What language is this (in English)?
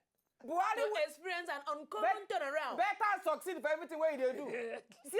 Nigerian Pidgin